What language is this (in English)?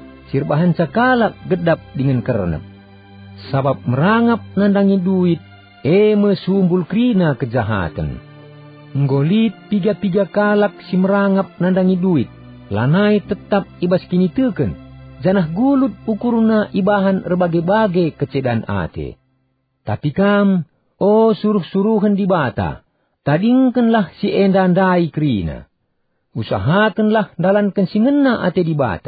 Batak Karo